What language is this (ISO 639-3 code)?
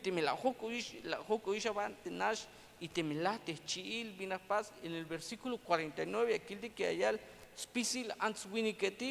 tzh